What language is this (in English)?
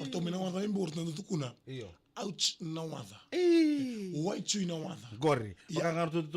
Fijian